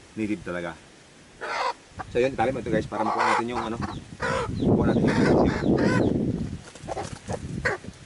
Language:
Filipino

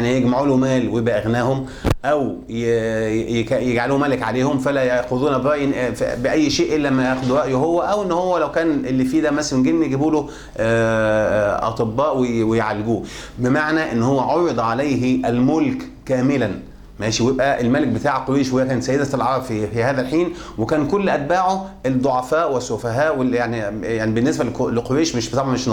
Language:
Egyptian Arabic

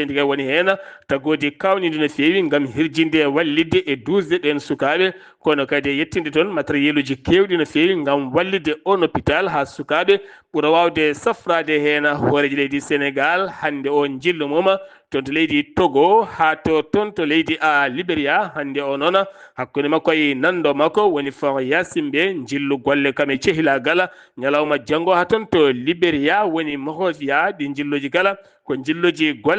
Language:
Fula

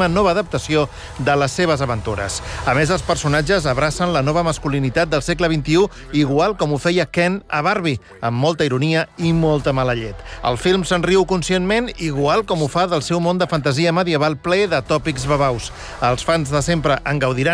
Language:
Catalan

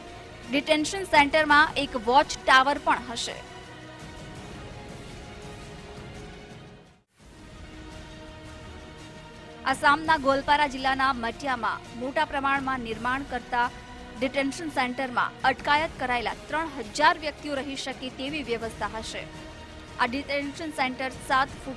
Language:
Gujarati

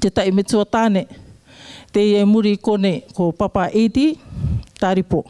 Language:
Rarotongan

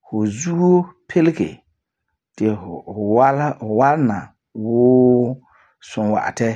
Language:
Frafra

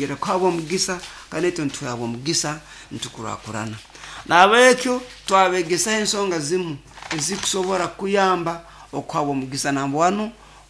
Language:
Nyoro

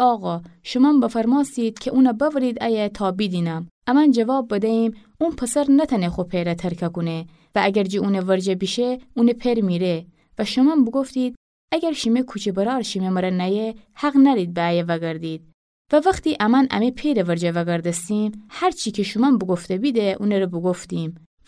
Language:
Gilaki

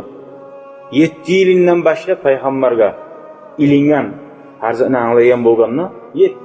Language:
Kumyk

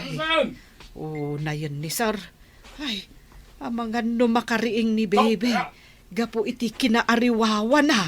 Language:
Iloko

